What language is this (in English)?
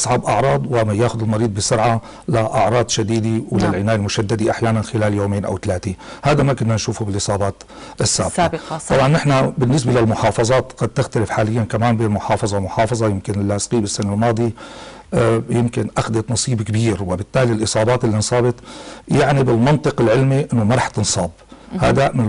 North Levantine Arabic